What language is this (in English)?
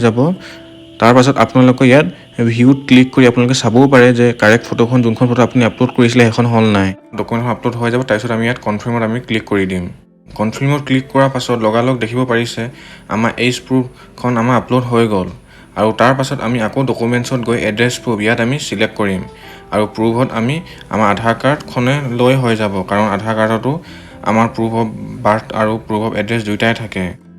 Assamese